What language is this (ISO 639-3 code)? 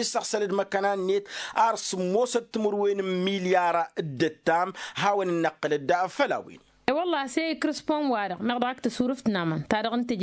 taq